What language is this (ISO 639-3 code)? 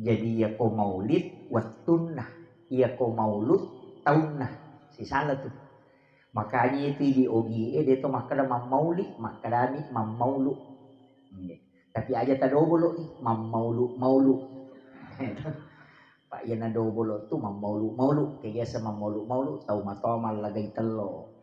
bug